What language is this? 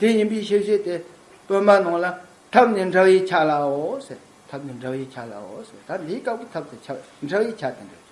Tibetan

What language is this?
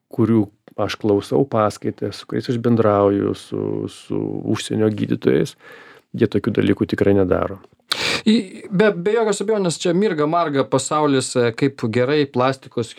Lithuanian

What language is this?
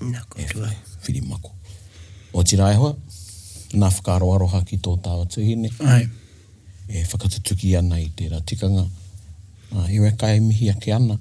Māori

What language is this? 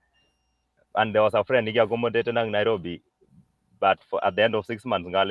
Kalenjin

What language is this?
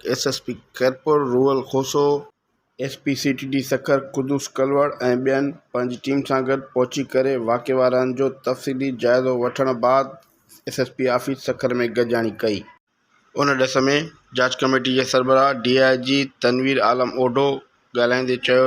Sindhi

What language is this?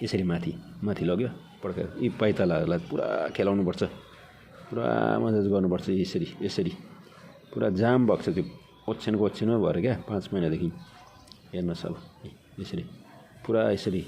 Nepali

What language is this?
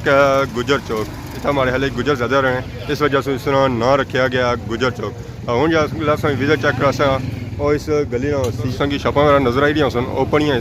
Pahari-Potwari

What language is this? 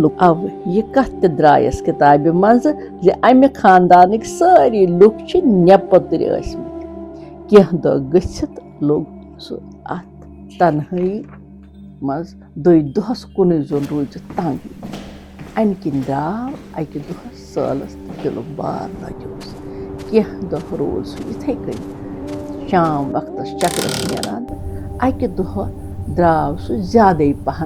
Kashmiri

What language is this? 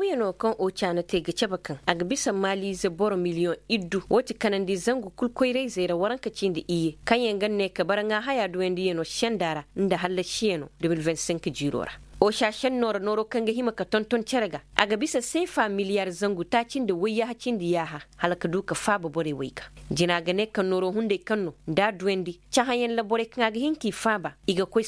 Koyraboro Senni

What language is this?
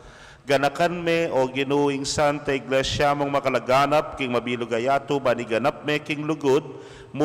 Pampanga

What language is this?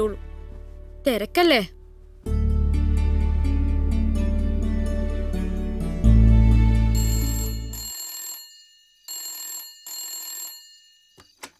Malayalam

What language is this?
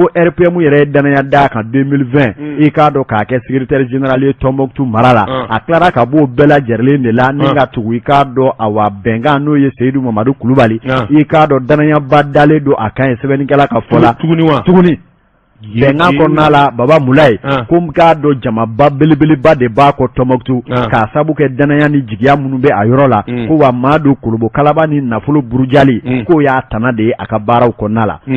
Bambara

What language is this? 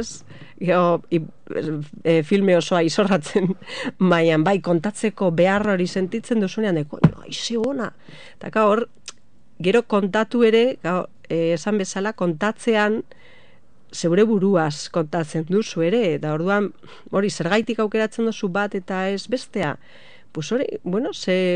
Basque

